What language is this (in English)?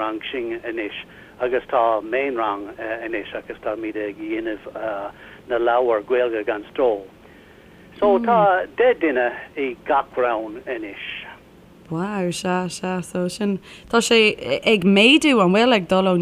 Irish